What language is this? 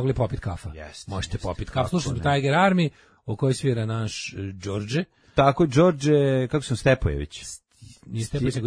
Serbian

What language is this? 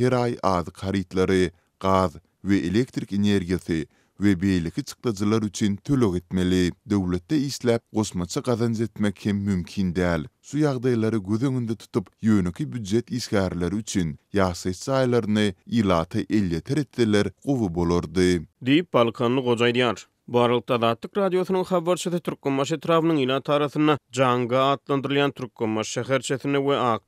Turkmen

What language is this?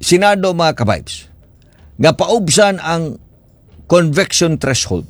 Cebuano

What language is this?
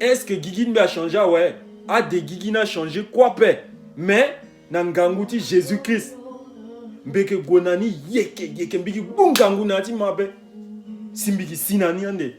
Sango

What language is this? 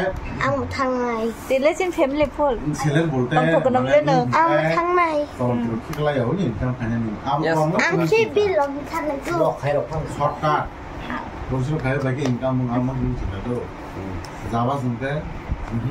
Kok Borok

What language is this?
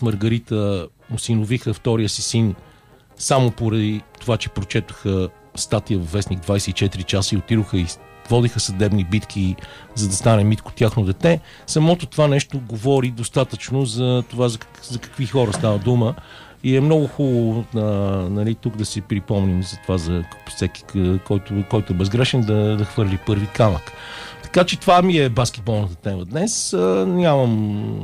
Bulgarian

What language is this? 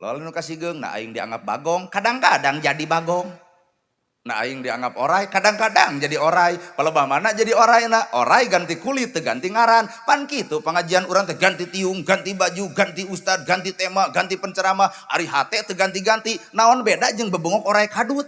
Sundanese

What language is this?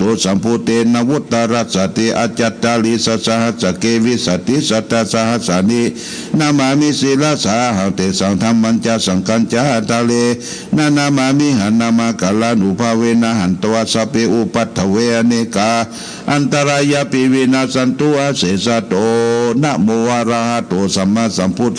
Pali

